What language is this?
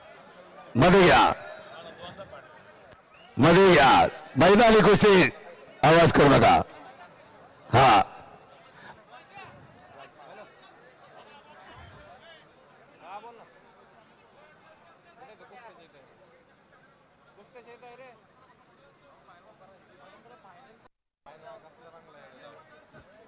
Marathi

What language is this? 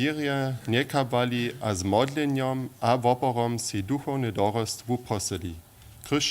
Upper Sorbian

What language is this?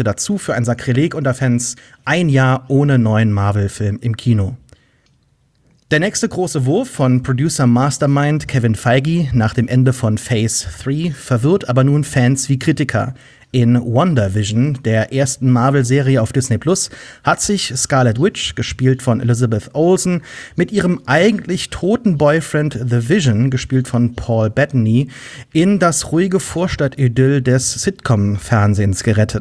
German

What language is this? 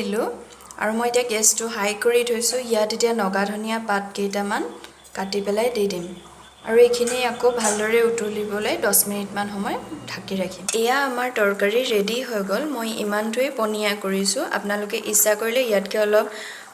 Assamese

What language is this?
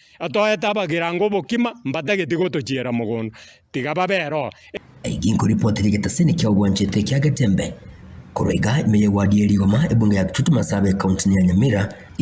Gusii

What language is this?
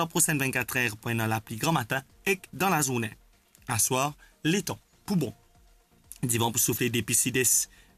Morisyen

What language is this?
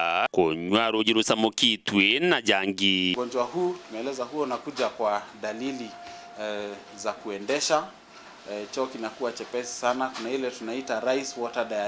Meru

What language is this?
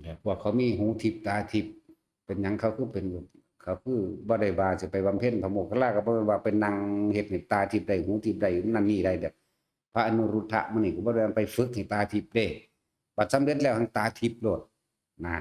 Northeastern Thai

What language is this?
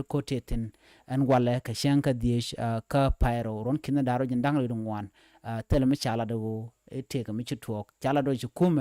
Nuer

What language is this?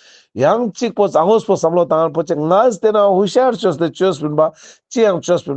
Ladakhi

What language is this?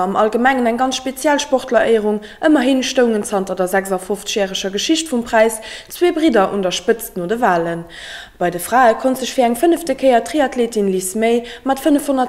Luxembourgish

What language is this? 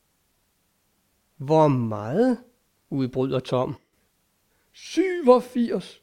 Danish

